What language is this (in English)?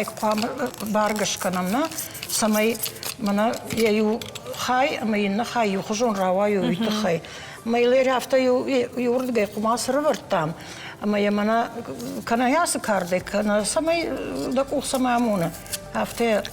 Ossetic